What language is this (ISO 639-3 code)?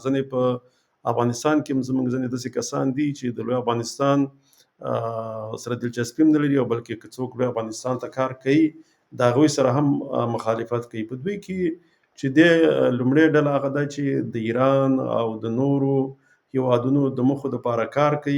pus